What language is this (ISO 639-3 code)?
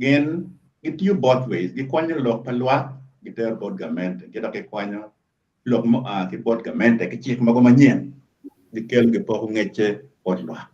ach